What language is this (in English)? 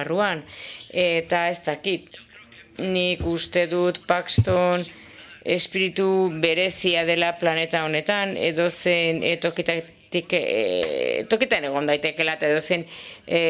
Basque